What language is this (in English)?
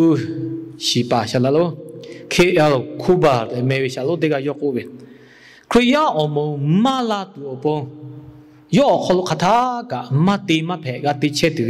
Lahu